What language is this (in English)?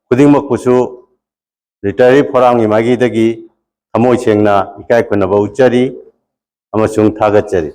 Manipuri